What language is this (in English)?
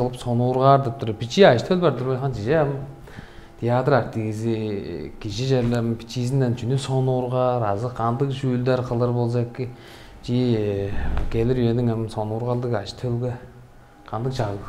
Tuvinian